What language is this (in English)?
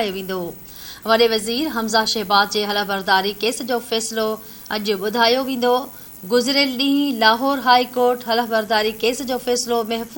Sindhi